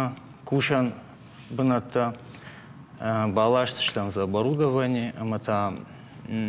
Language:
Ossetic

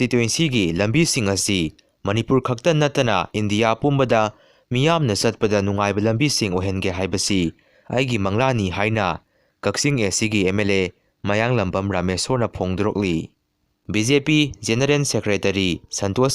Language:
Manipuri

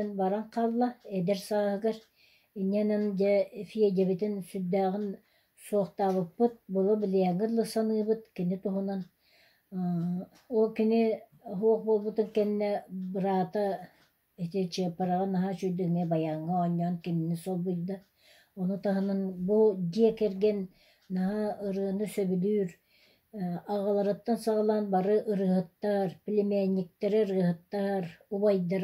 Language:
Yakut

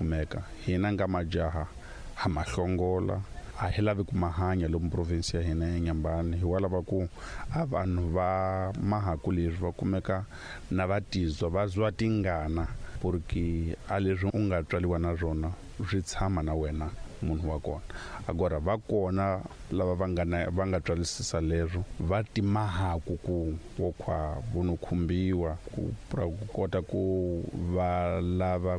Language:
Tsonga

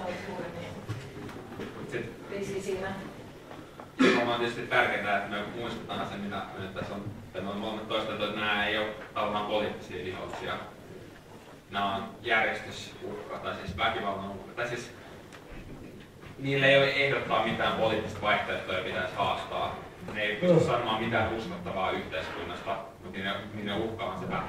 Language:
Finnish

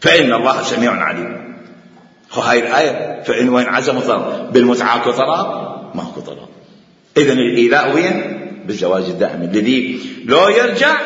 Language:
Mesopotamian Arabic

